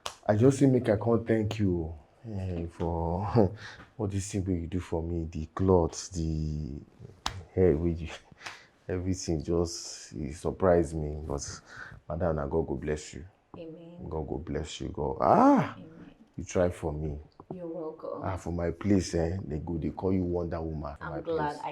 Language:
Nigerian Pidgin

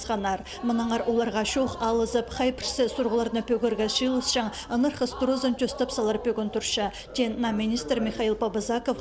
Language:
Khakas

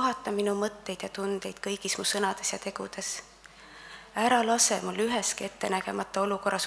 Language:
Estonian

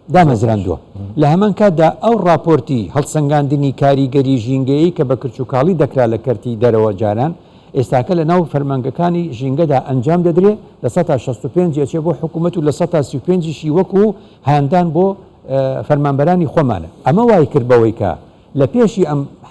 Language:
Central Kurdish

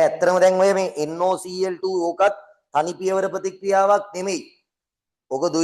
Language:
Sinhala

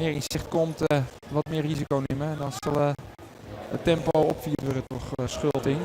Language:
Western Frisian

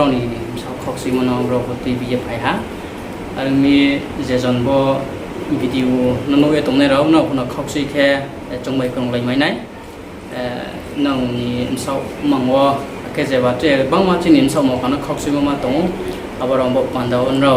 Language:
Riang (India)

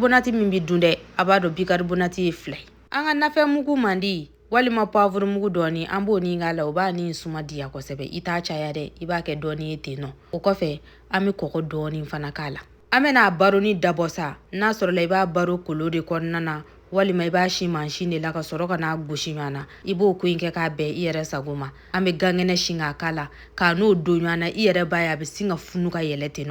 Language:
Bambara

